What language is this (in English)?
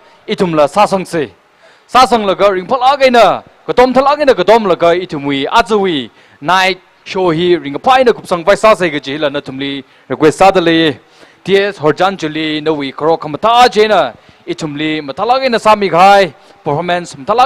Tangkhul Naga (India)